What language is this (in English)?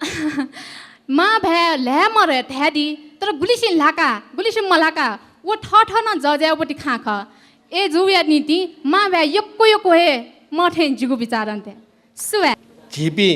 Newari